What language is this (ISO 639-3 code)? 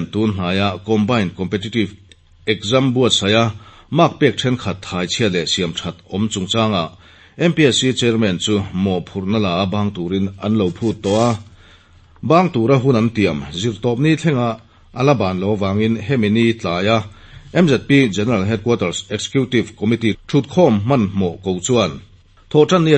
lus